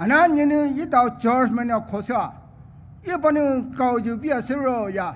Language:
Poumei Naga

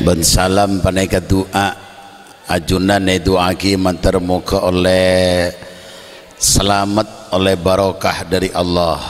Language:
Madurese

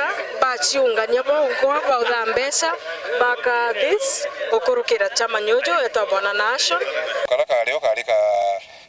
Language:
Meru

